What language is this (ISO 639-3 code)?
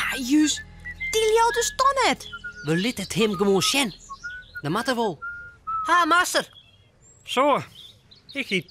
fry